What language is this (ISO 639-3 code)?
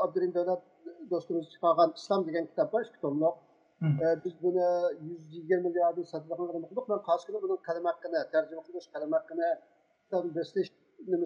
uig